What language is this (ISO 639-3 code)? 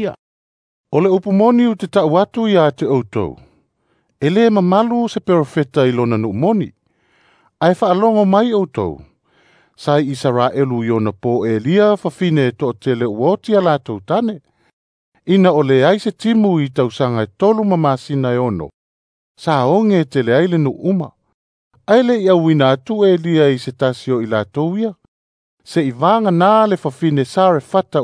smo